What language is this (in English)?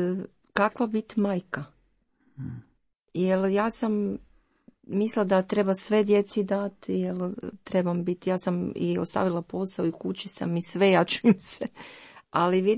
Croatian